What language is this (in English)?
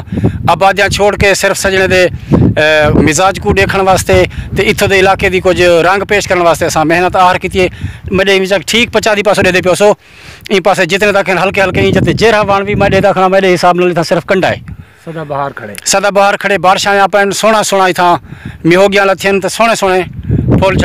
Saraiki